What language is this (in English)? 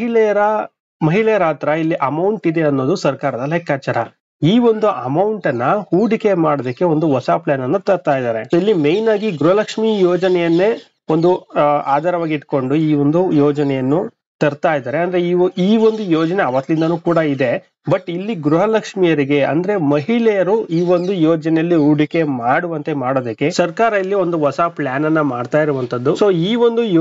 Kannada